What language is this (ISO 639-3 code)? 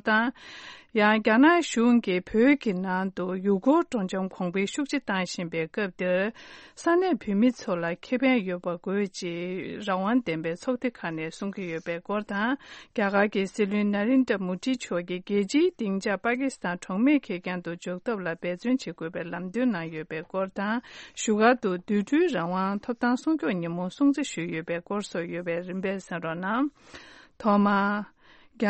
bod